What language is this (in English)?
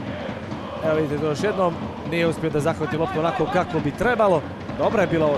Serbian